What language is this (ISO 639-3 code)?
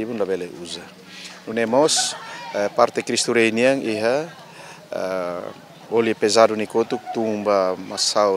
tet